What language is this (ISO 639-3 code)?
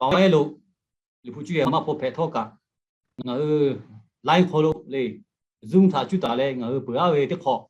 lhu